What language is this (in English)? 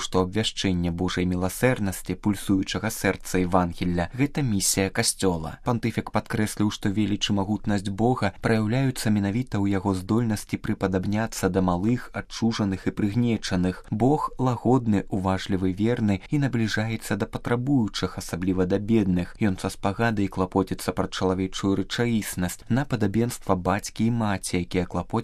Belarusian